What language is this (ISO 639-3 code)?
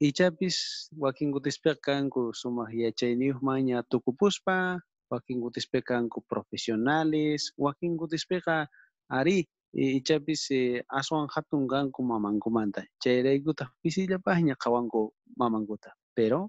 quh